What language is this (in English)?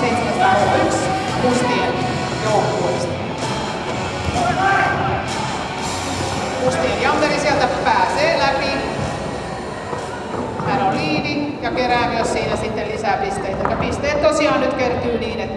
Finnish